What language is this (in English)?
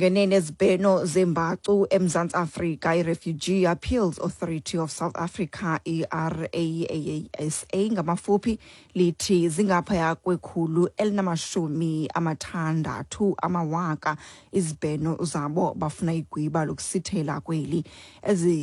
Xhosa